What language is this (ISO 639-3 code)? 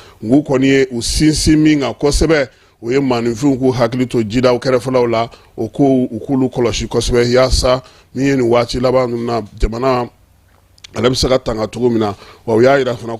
bam